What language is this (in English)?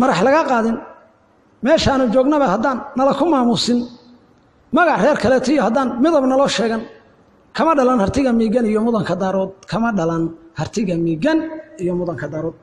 Somali